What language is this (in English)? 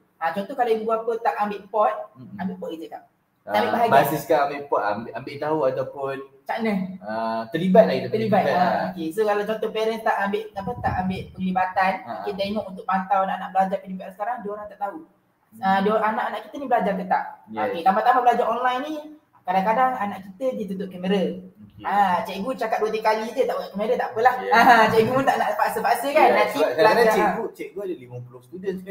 Malay